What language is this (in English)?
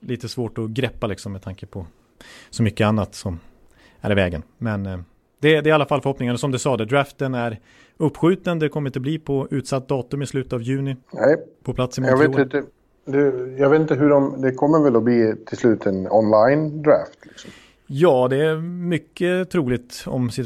Swedish